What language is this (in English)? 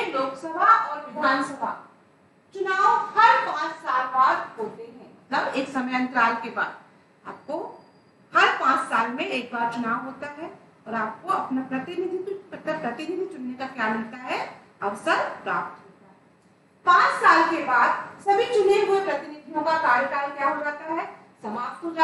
Hindi